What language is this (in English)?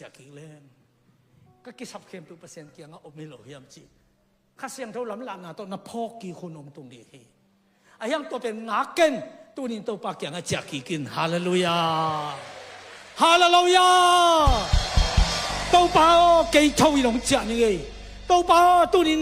Tedim Chin